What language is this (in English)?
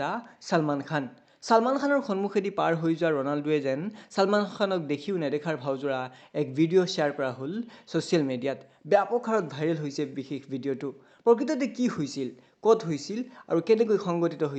Assamese